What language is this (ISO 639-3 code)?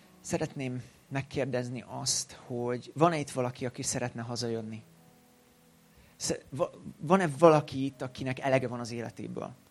hun